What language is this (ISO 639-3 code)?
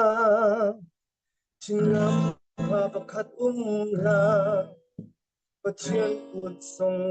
cfm